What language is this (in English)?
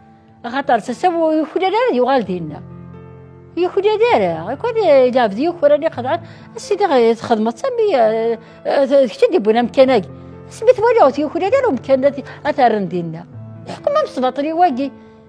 Kabyle